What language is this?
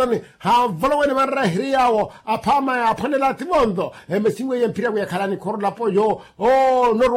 Makhuwa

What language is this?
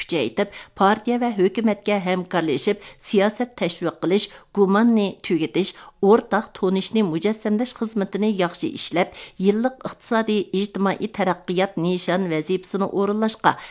Uyghur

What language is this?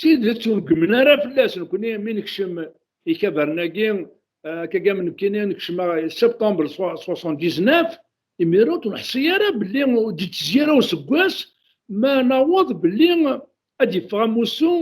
Kabyle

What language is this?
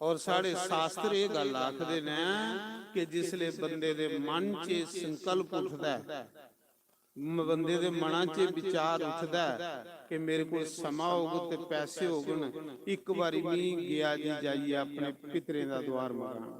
Dogri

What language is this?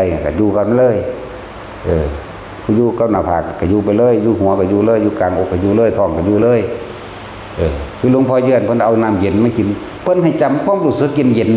Northeastern Thai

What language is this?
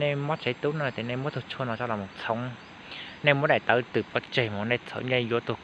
Hmong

